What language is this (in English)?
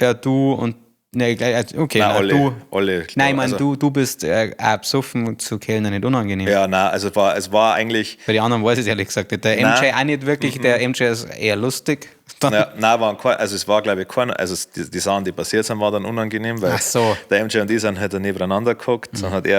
Bavarian